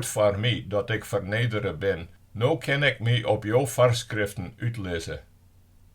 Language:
Western Frisian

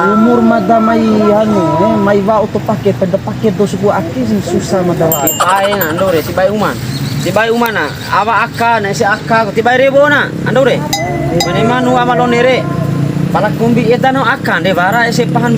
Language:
Bima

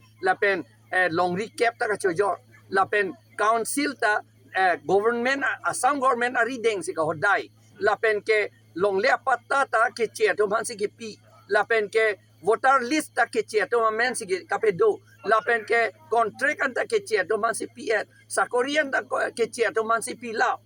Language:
Karbi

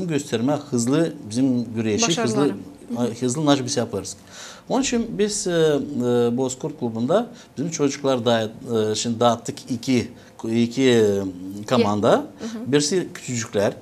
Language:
Gagauz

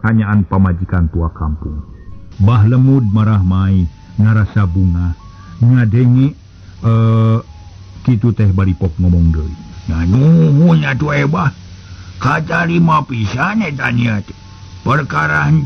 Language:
Sundanese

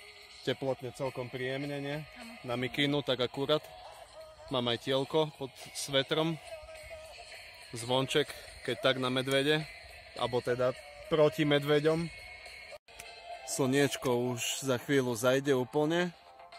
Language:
Slovak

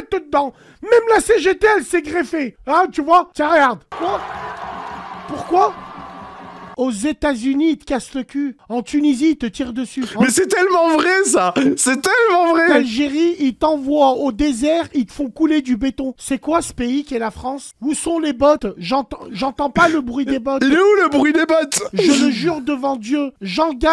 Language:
French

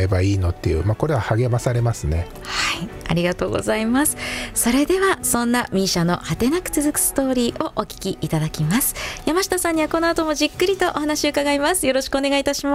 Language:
Japanese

